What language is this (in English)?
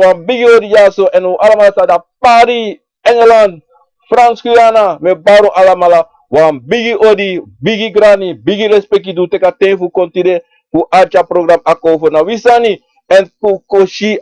Sranan Tongo